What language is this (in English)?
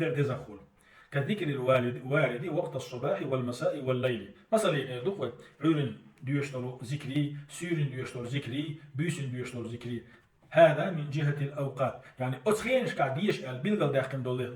Chechen